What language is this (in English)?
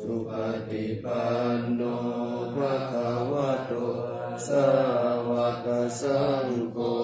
Pali